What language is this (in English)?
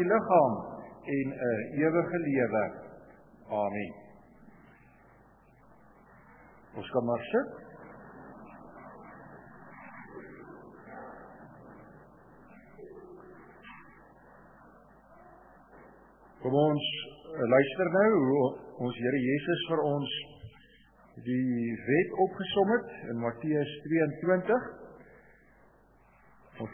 Afrikaans